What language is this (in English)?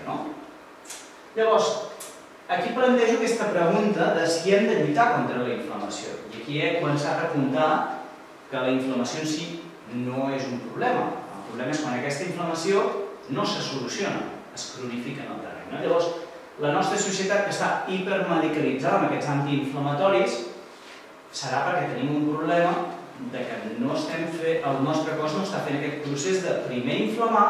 Catalan